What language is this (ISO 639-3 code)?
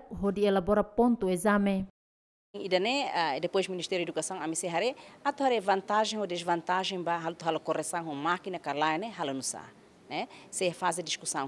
tet